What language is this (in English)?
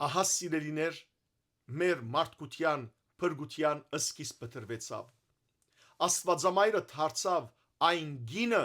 Western Armenian